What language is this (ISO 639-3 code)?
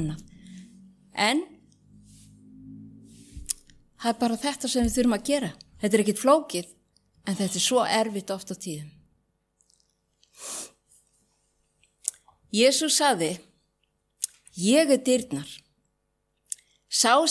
isl